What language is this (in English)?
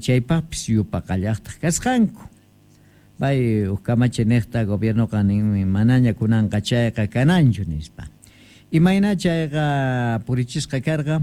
Quechua